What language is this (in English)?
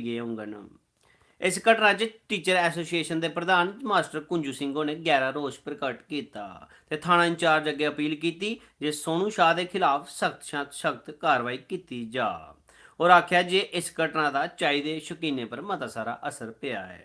Dogri